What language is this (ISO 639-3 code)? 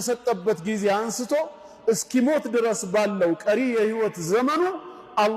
amh